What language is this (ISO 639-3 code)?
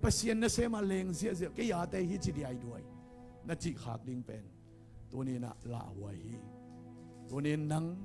ctd